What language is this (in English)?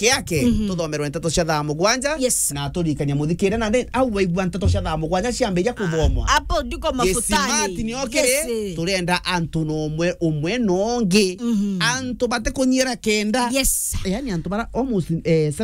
Meru